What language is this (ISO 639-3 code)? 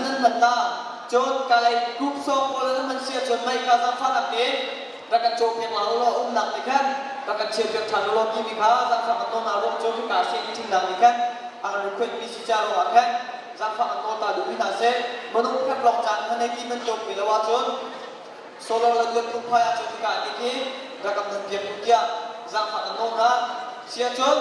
cnh